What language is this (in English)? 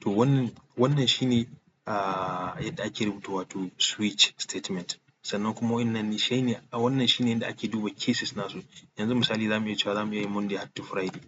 Hausa